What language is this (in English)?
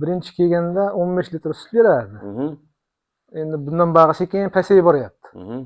Uzbek